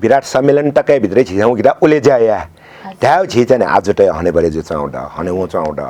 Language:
Newari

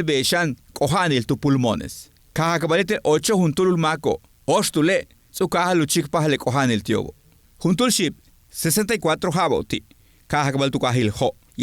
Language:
Yucateco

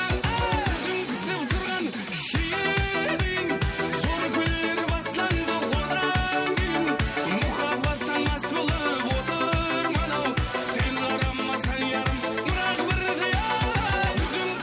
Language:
Kara-Kalpak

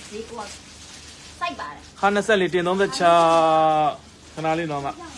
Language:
Burmese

